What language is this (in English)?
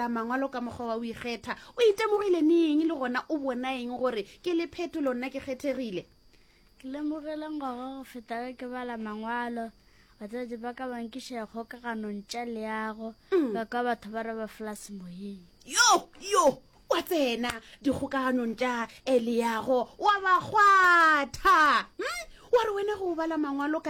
Northern Sotho